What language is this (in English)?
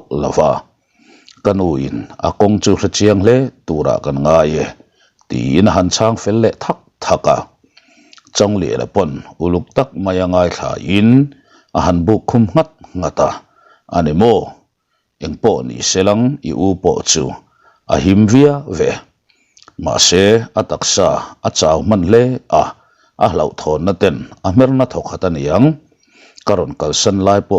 Mizo